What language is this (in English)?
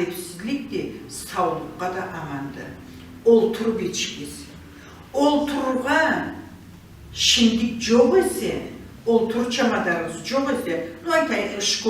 Karachay-Balkar